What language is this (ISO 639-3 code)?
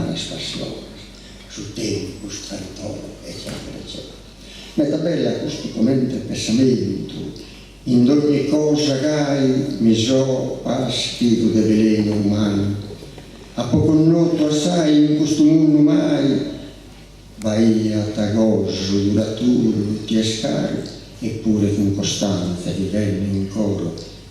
srd